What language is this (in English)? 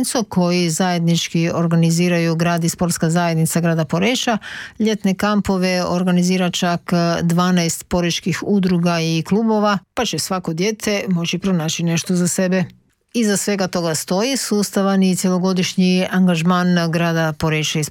Croatian